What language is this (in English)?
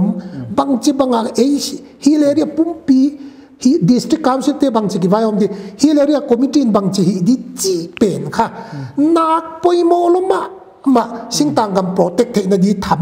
Paite Chin